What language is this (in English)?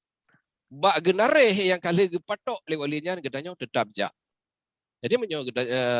Achinese